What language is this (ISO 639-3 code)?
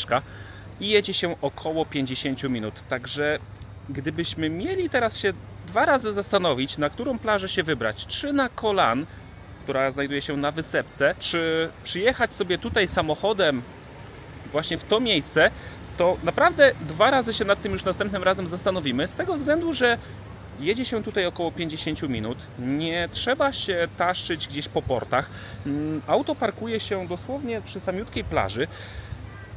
pol